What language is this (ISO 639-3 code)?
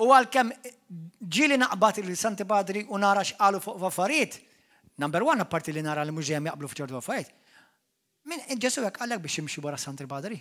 mlt